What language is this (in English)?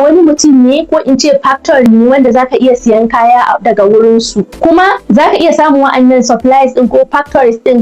Hausa